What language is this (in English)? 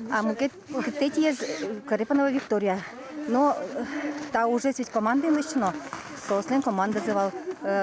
Udmurt